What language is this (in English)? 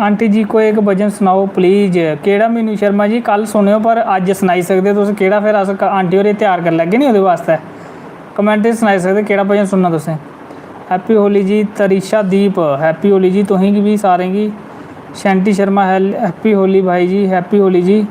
Dogri